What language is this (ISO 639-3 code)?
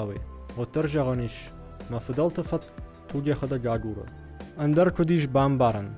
oss